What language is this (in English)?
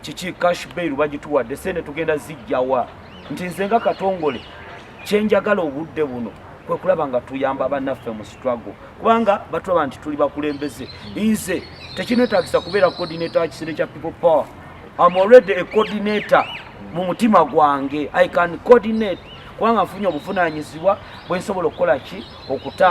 Ganda